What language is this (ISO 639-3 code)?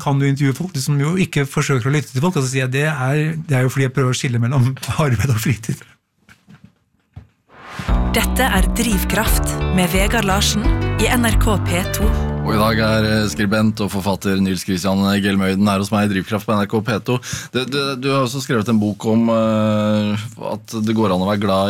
nor